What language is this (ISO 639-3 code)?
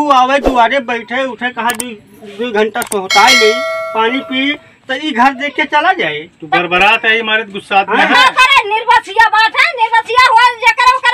awa